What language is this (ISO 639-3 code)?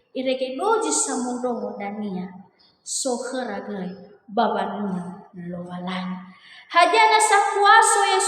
nia